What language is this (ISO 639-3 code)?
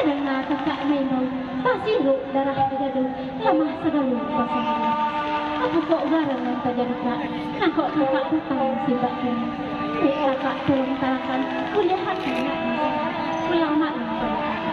min